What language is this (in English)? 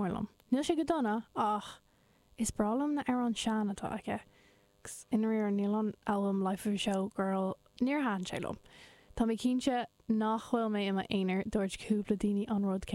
Irish